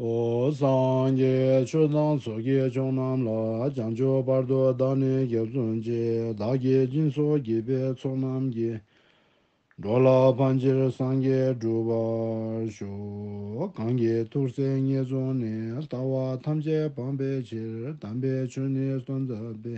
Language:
Ladakhi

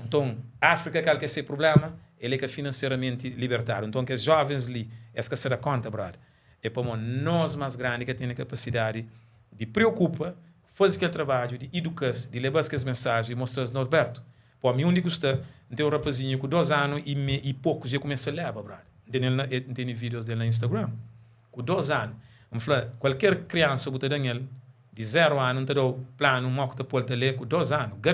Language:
Kabuverdianu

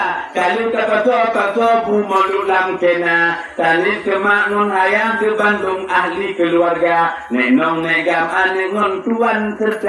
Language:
Achinese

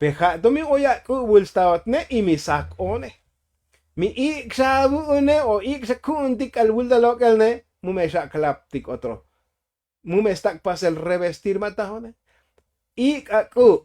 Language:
Tzotzil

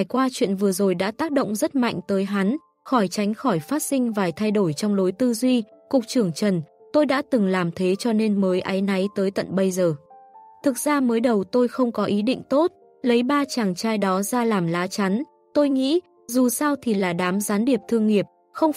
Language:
Vietnamese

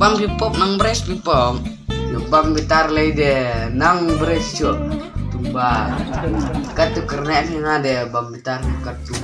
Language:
Khasi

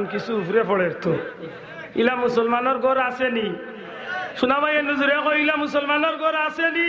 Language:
Sylheti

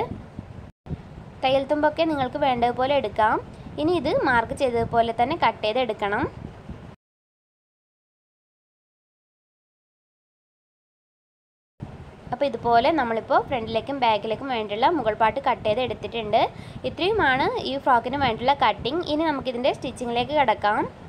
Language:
Malayalam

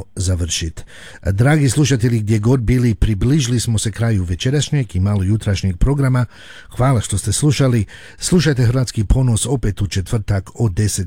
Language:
Croatian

